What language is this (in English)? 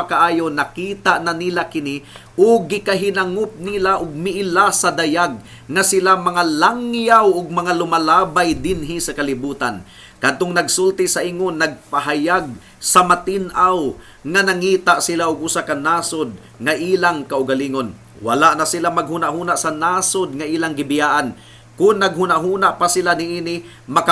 Cebuano